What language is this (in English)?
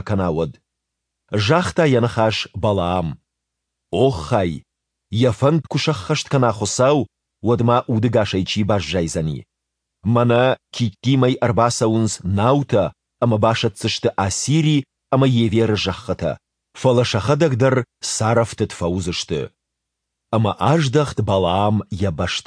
Ossetic